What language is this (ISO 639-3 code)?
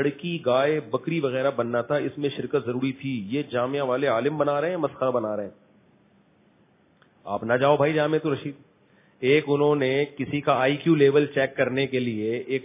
urd